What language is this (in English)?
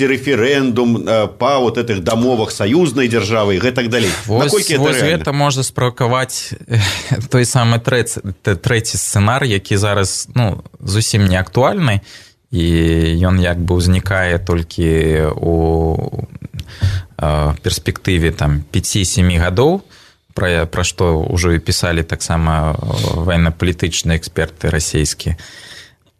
Belarusian